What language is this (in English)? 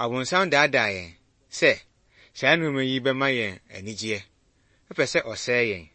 Akan